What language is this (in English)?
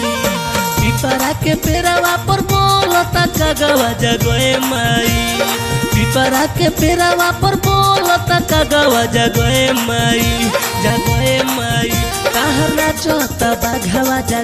Bhojpuri